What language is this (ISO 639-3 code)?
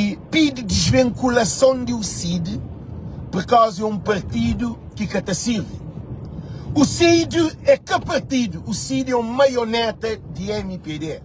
kea